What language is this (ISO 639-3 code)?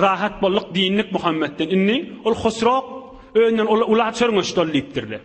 tuk